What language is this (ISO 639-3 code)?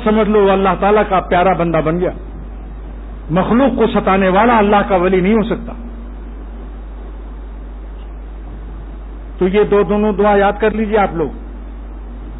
urd